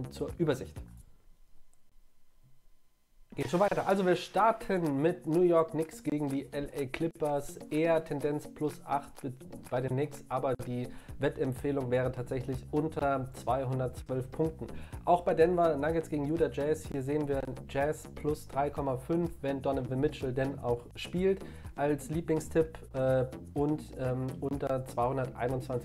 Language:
German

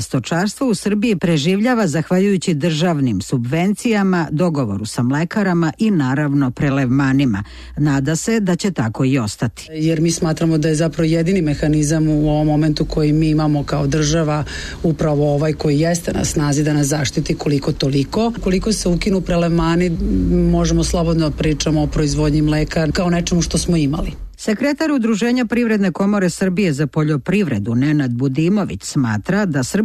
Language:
Serbian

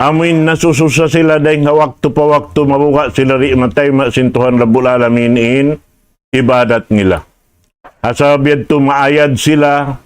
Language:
Tausug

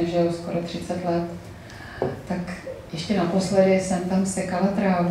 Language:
Czech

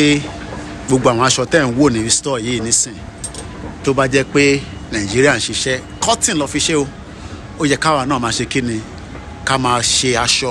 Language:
Yoruba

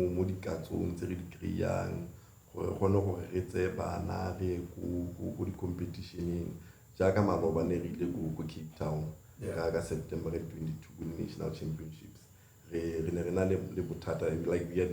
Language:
Tswana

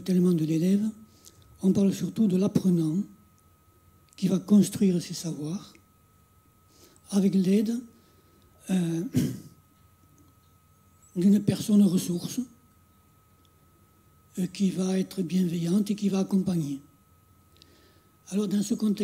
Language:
French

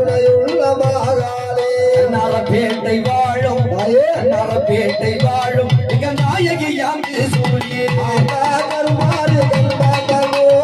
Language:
Tamil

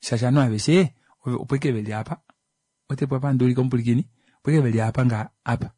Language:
Kuanyama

